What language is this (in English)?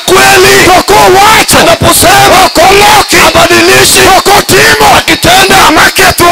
Luo (Kenya and Tanzania)